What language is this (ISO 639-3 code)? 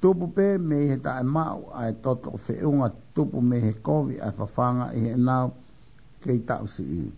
ton